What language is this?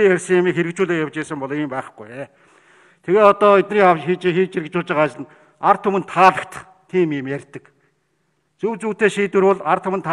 Mongolian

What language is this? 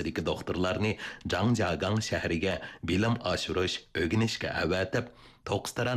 Uyghur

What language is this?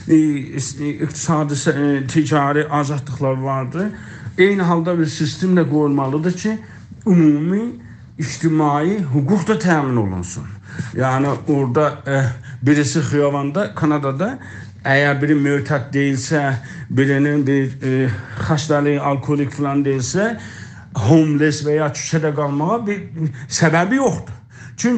South Azerbaijani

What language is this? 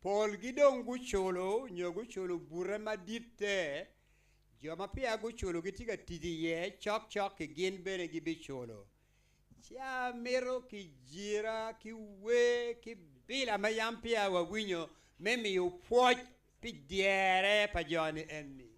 Acoli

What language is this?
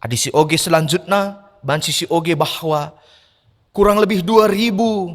Batak Karo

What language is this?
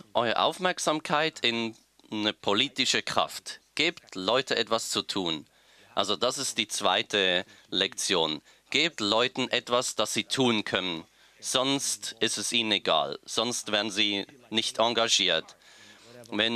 German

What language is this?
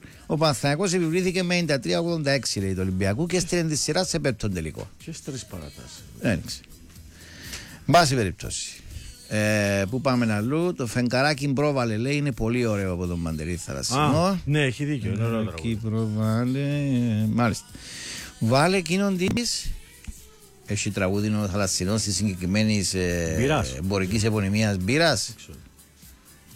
Greek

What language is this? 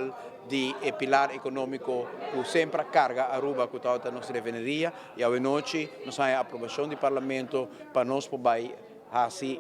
Papiamento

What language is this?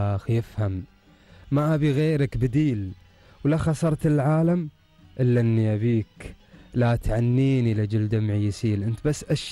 Gulf Arabic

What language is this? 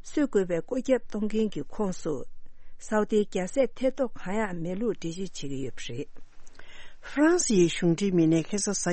Tibetan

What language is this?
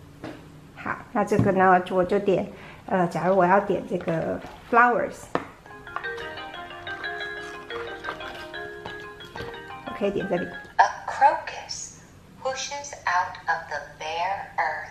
Chinese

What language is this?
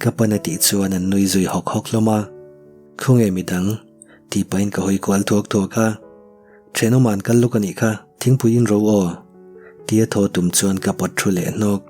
Mizo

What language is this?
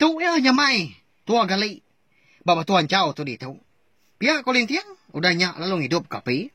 Iban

